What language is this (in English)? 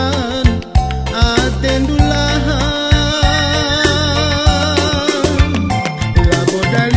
Batak Karo